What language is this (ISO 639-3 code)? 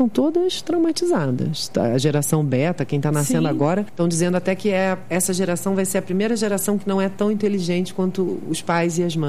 por